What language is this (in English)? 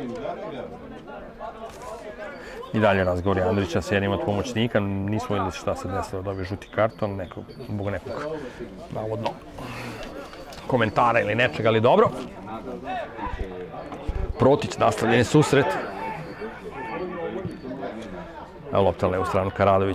Serbian